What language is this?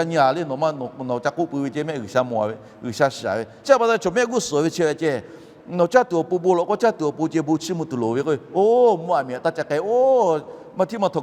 Lahu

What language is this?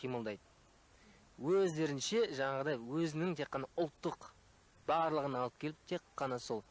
Kazakh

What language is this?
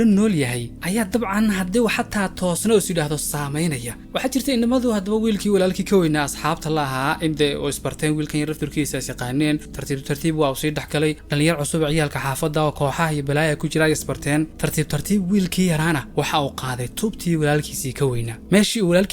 Somali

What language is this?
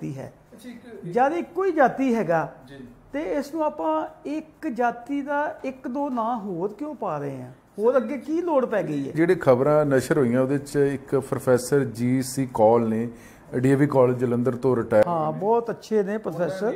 Punjabi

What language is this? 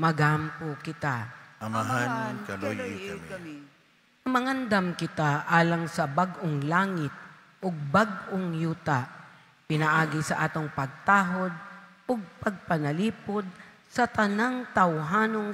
Cebuano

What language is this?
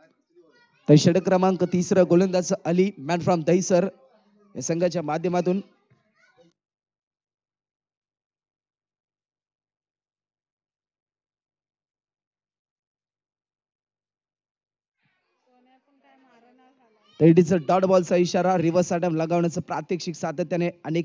Marathi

